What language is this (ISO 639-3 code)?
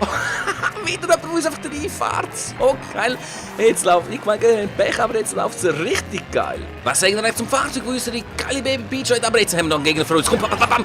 gsw